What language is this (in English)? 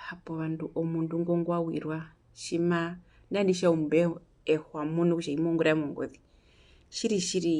Herero